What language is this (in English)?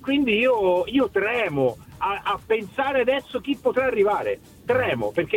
Italian